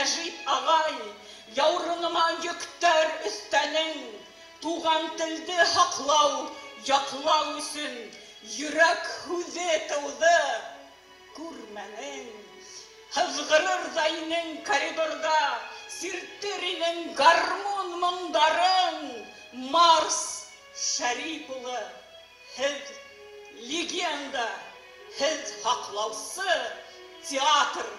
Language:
Bashkir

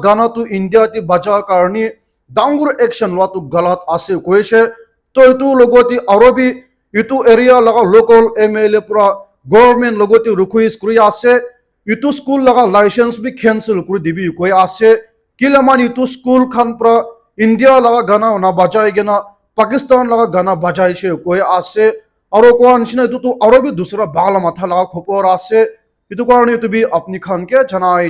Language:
Naga Pidgin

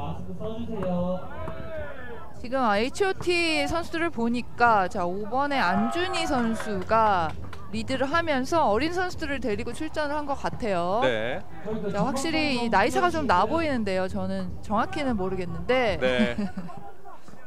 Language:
Korean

